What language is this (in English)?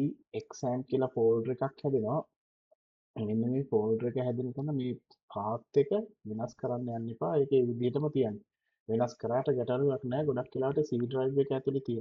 Sinhala